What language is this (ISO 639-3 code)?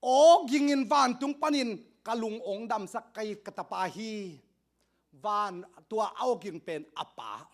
ctd